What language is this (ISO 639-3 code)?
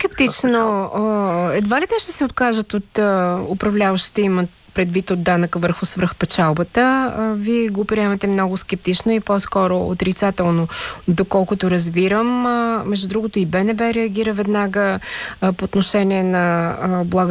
bul